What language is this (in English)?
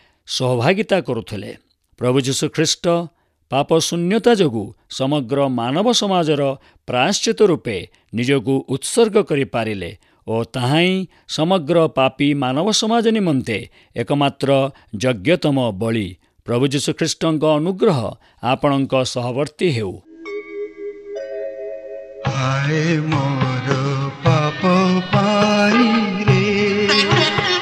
Odia